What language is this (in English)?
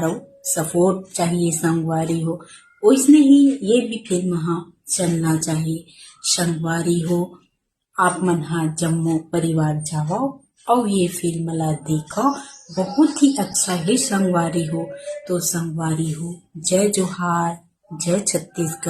Chhattisgarhi